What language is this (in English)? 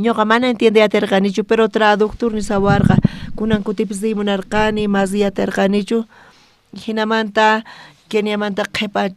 South Bolivian Quechua